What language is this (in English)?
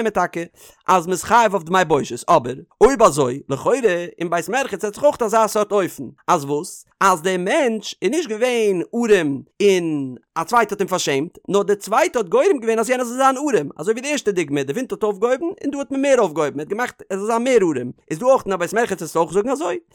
Yiddish